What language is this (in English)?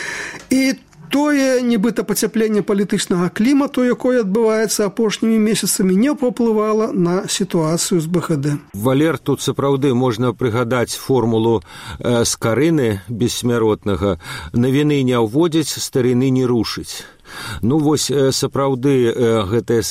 Belarusian